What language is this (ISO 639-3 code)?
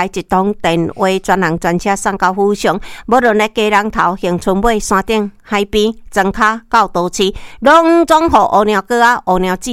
nan